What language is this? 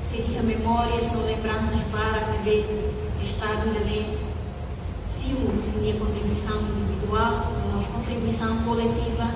Tetum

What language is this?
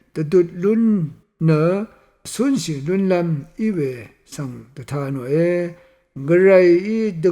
Rawang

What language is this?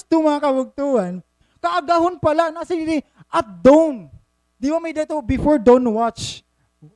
Waray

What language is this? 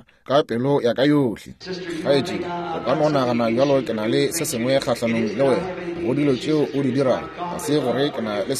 Northern Sotho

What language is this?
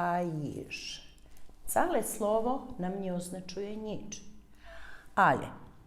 Rusyn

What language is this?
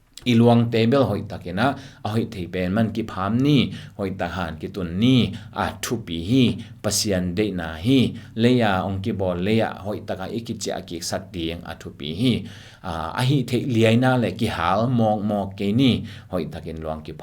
Tedim Chin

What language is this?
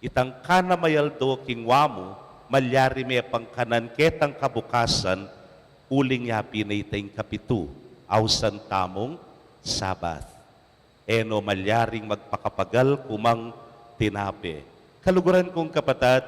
Pampanga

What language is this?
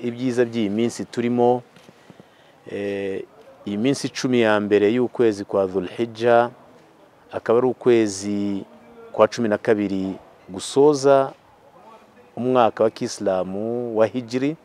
Kinyarwanda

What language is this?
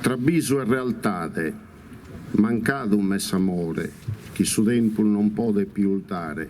Sardinian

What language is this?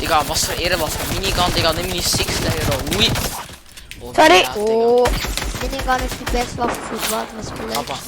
Swiss German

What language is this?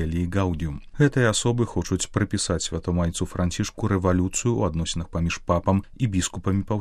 Belarusian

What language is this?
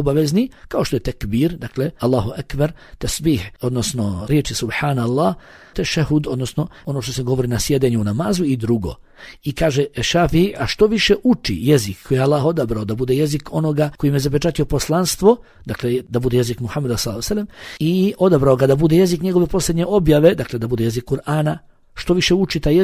Bosnian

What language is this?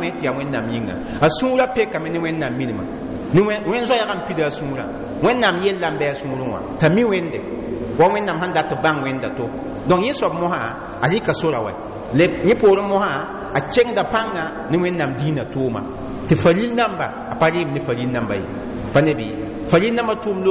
Mossi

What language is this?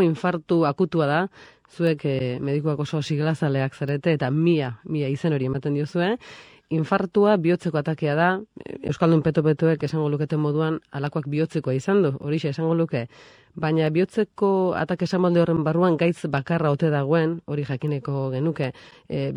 Basque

